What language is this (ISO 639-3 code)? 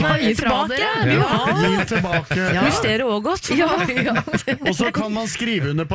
nor